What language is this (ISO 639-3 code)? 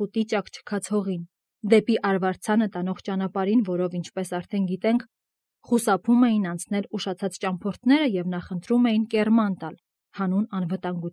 hye